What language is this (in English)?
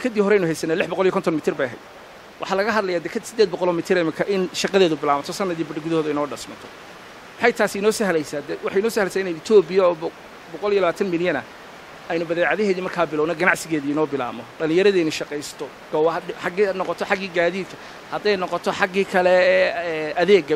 Somali